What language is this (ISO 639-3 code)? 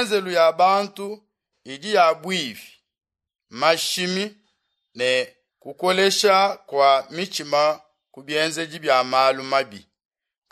lua